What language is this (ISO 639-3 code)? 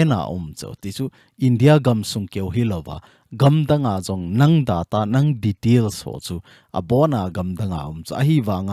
tcz